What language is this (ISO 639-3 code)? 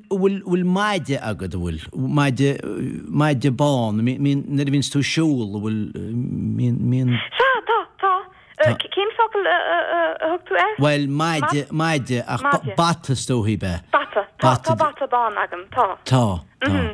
gle